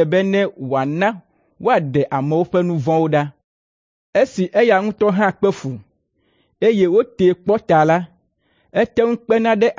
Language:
Ewe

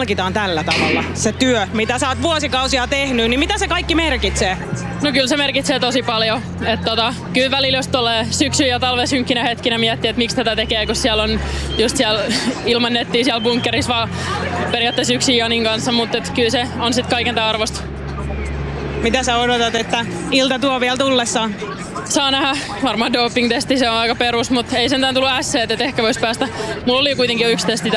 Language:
Finnish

